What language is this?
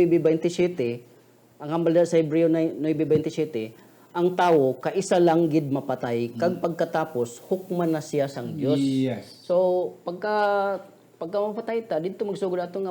Hiligaynon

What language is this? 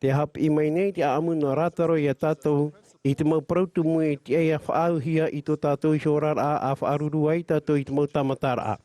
Tahitian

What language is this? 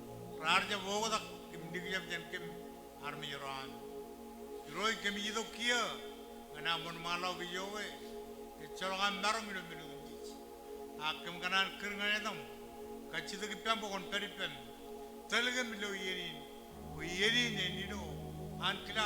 Marshallese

